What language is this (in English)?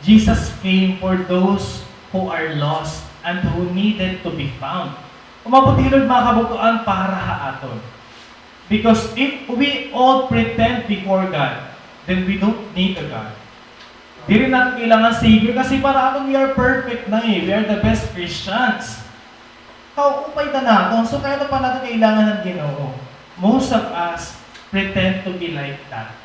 Waray